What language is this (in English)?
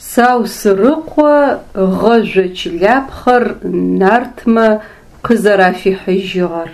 Adyghe